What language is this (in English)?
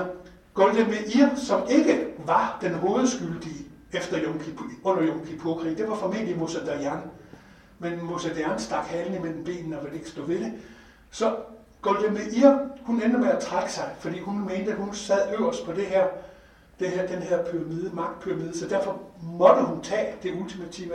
Danish